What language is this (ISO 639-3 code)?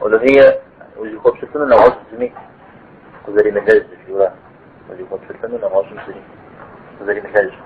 kbd